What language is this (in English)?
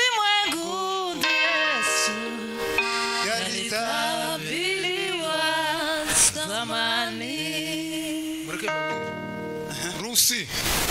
Kinyarwanda